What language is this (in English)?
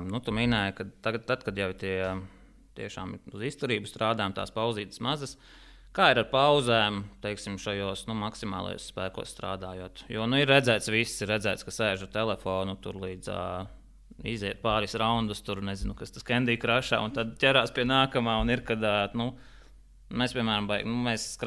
Latvian